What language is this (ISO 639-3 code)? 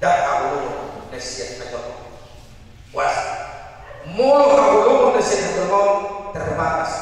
bbc